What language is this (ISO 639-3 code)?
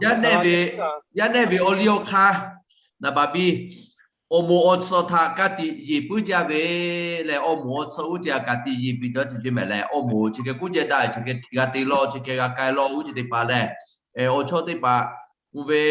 lhu